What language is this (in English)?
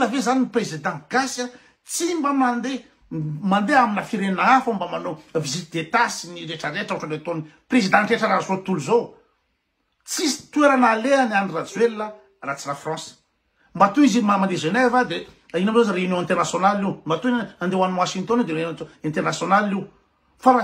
Malagasy